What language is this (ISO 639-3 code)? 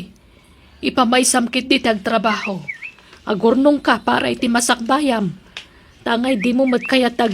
ilo